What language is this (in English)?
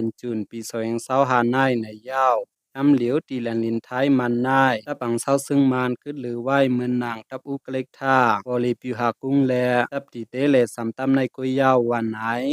Shan